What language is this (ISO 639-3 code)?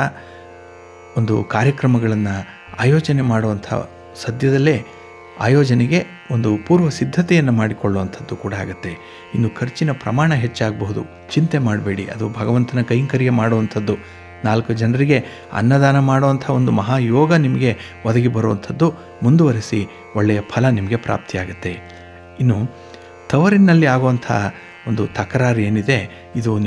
kan